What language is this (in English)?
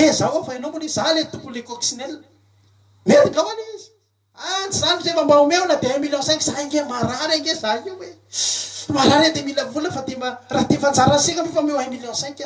Malagasy